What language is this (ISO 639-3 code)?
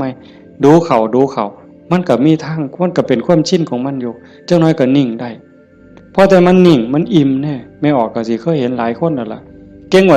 tts